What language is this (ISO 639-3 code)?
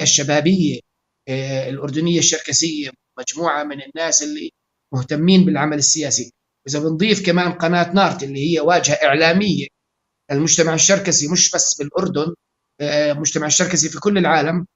apc